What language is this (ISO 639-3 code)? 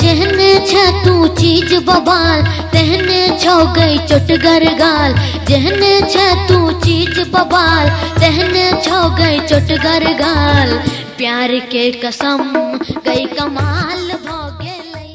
mai